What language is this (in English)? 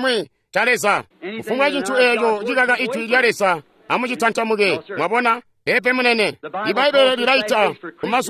Tonga (Zambia)